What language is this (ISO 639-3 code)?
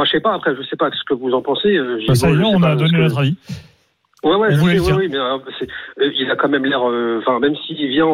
fra